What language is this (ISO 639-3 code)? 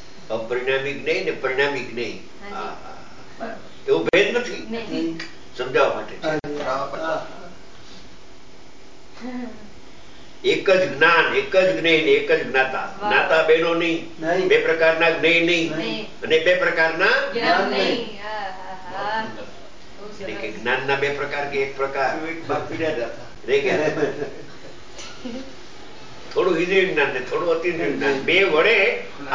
guj